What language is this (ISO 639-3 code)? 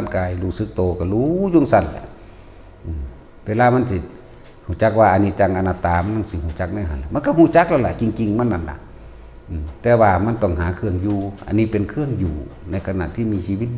tts